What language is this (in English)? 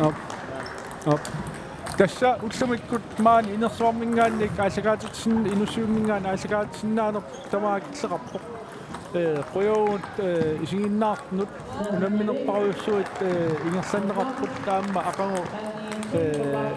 Kalaallisut